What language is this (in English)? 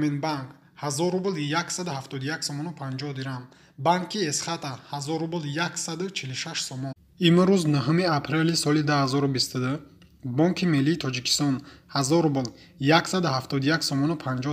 Tajik